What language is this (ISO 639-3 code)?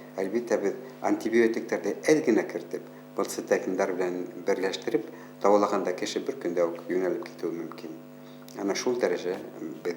bak